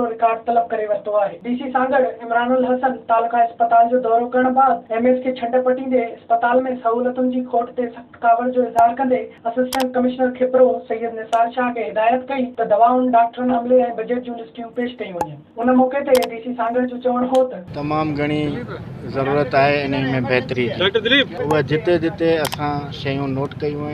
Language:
Sindhi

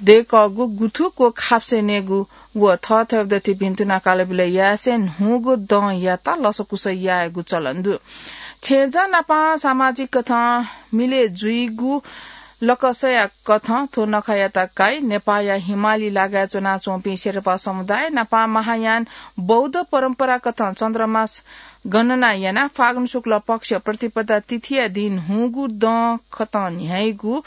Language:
Newari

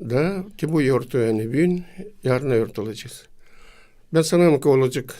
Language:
Gagauz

